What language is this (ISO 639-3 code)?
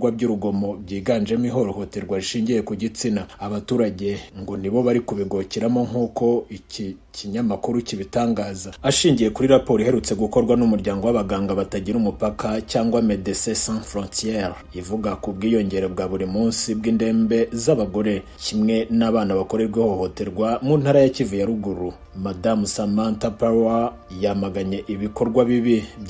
kin